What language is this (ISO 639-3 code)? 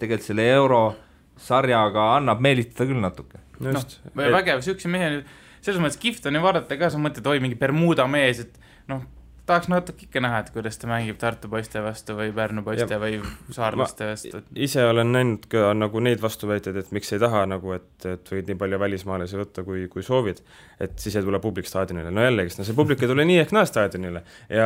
est